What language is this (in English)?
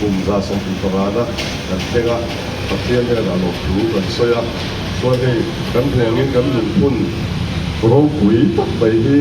Mizo